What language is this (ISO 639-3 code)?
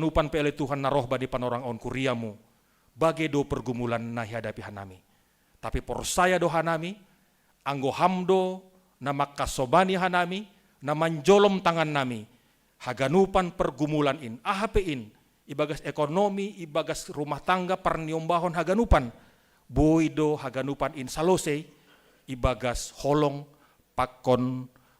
bts